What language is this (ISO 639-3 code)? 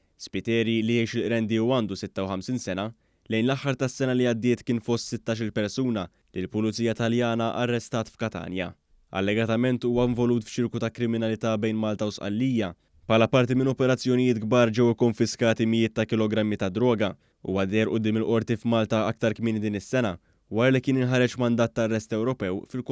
mlt